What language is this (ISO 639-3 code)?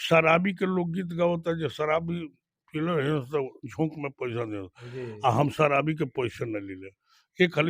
bho